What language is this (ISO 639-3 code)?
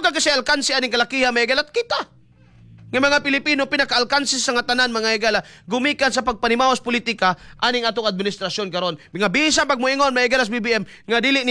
ceb